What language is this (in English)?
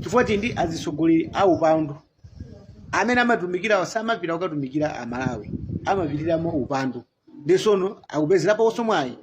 Nyanja